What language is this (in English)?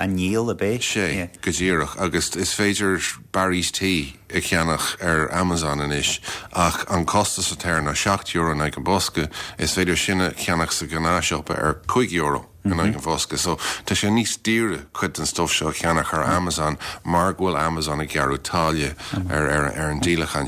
Irish